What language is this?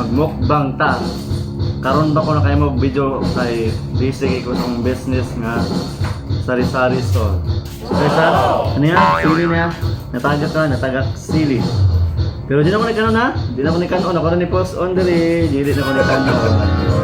Cebuano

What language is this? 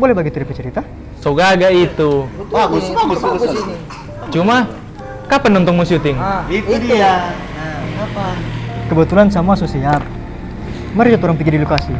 Manado Malay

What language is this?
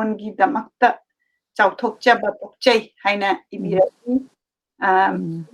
Manipuri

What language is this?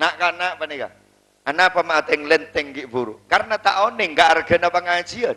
Madurese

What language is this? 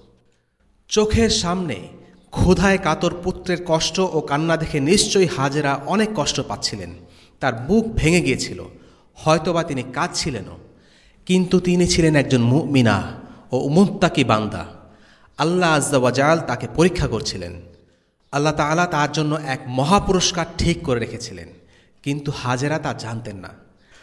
Bangla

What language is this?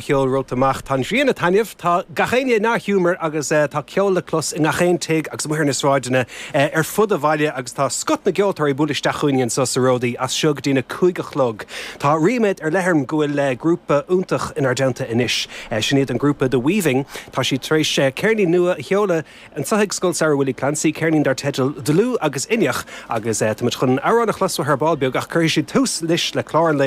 Irish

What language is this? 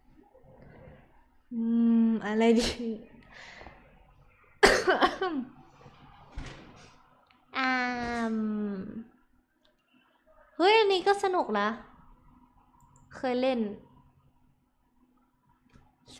Thai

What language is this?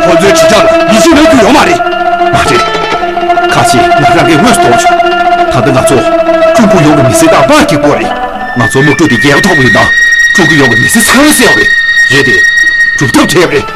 Tibetan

